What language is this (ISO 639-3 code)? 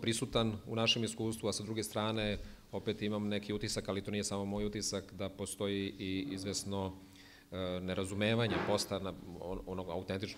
srp